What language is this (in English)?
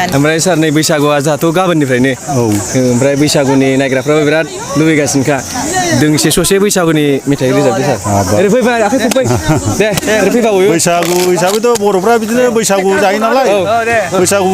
Bodo